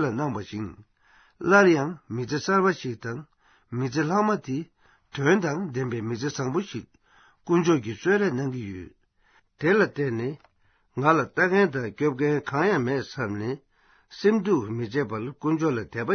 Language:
Tibetan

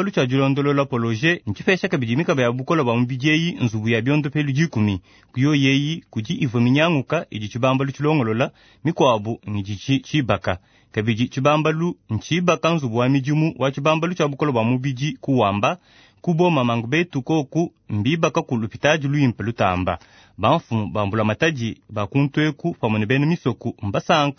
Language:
Luba-Lulua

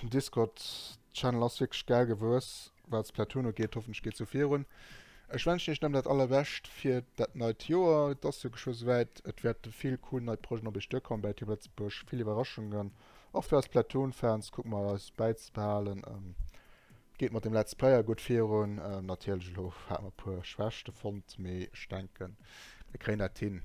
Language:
Luxembourgish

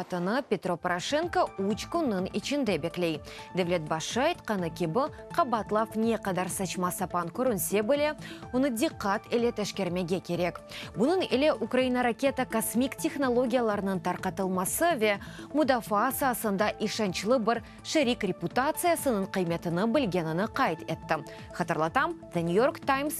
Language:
Crimean Tatar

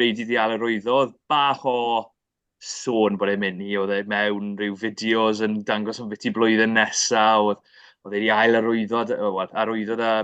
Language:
Welsh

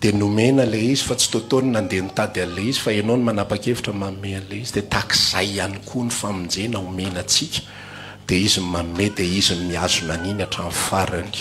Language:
Malagasy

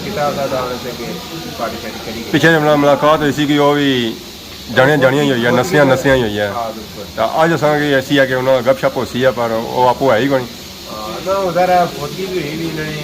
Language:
Pahari-Potwari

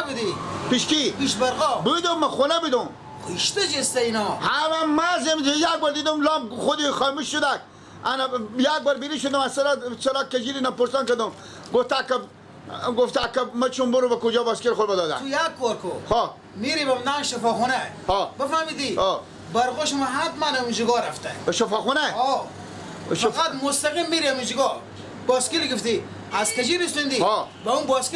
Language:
Persian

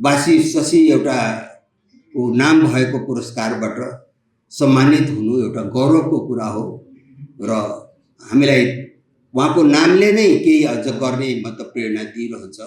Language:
Nepali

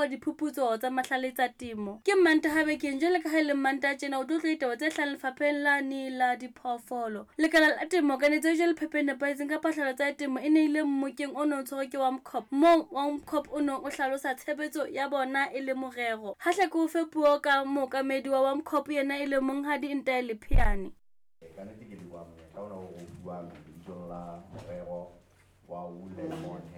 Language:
Southern Sotho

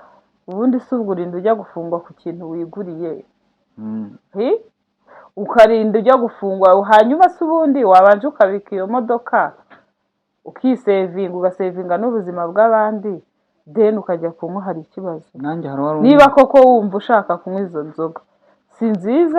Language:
Kinyarwanda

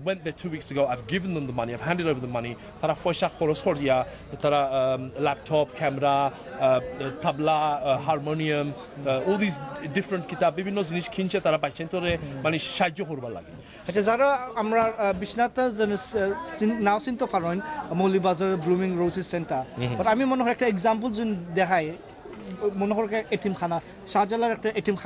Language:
Sylheti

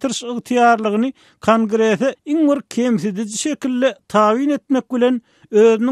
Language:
Turkmen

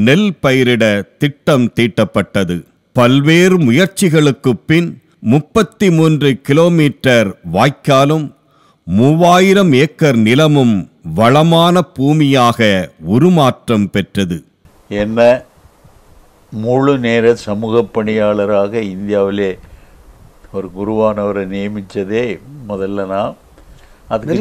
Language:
Tamil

